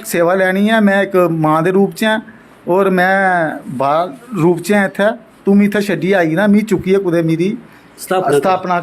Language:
Dogri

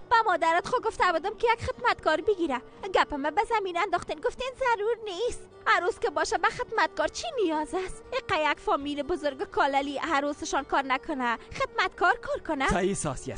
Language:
Tajik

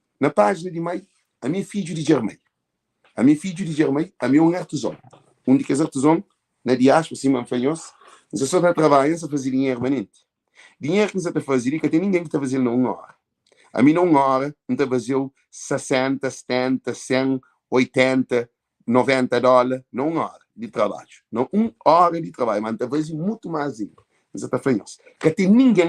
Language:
Kabuverdianu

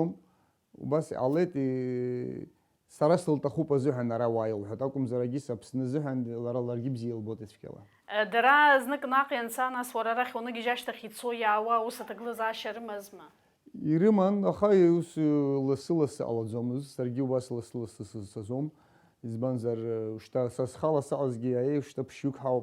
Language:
Abkhazian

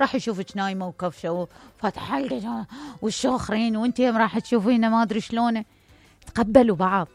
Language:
Mesopotamian Arabic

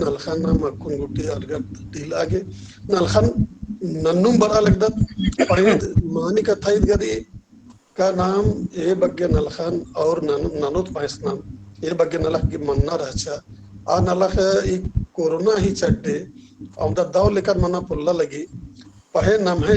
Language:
Kurukh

